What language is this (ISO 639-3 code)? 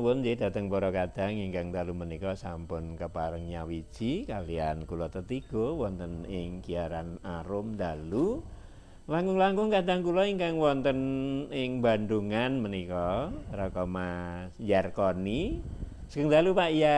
jav